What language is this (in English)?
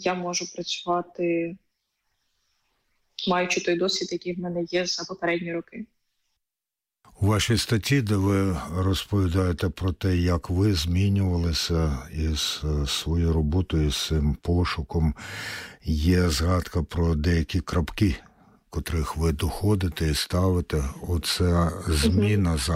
Ukrainian